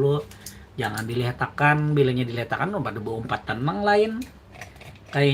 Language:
Banjar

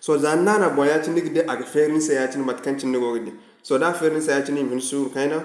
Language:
Zarma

